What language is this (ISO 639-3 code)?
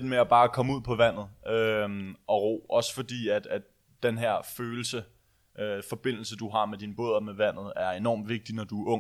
dan